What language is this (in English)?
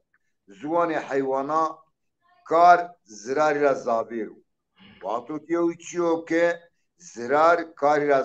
Zaza